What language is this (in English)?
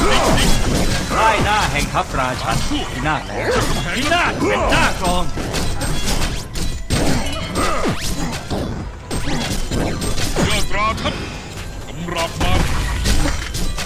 Thai